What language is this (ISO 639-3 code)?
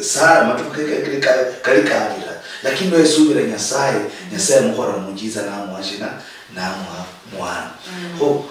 luy